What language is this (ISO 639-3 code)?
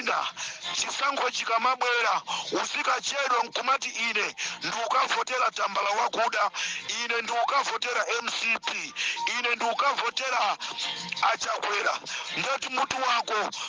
nya